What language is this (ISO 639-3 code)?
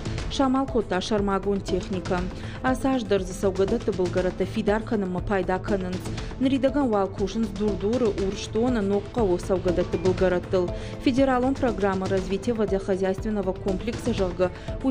oss